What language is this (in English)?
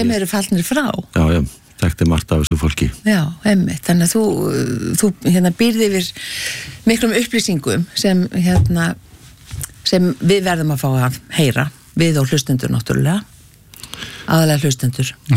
Icelandic